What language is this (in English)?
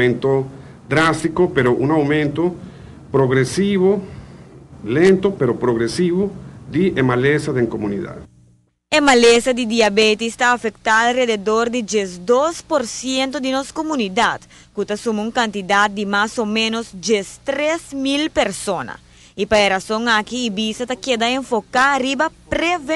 Papiamento